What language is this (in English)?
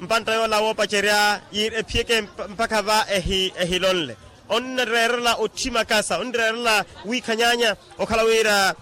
Makhuwa